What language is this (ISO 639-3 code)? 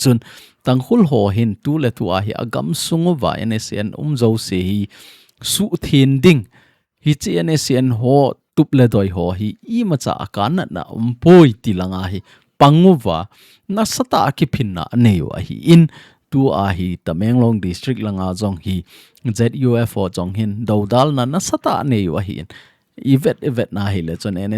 tcz